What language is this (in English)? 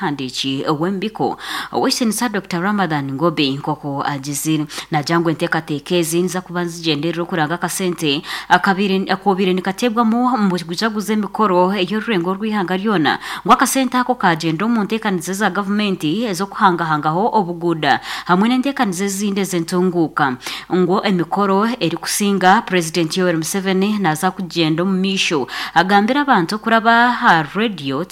Nyankole